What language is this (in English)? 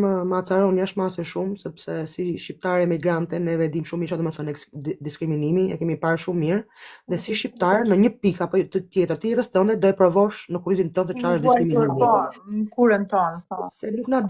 Albanian